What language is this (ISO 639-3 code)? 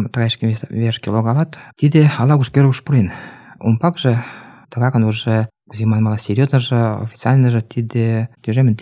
chm